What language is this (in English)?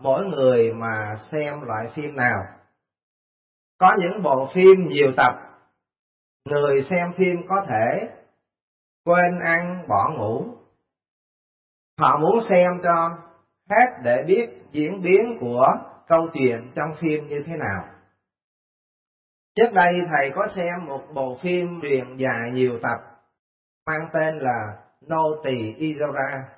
Vietnamese